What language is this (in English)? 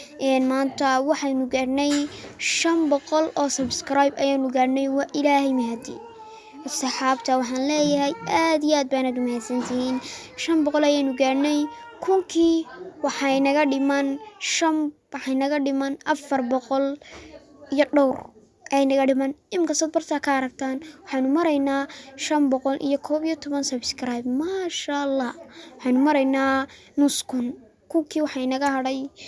Somali